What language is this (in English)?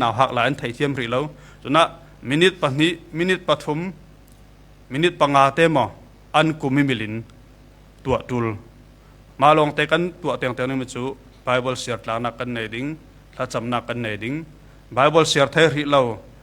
Falam Chin